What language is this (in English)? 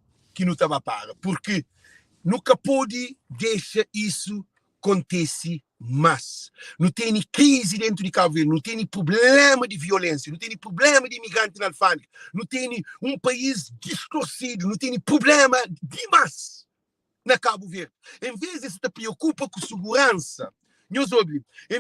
Kabuverdianu